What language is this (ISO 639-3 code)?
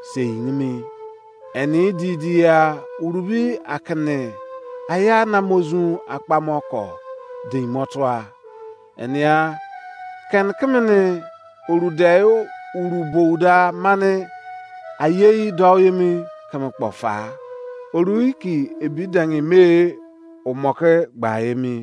ijc